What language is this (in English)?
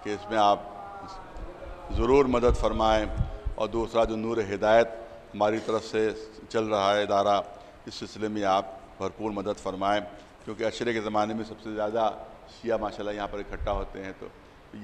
Urdu